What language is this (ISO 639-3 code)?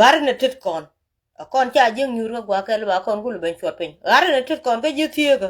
nus